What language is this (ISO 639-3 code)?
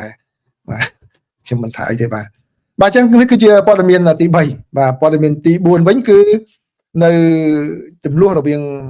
khm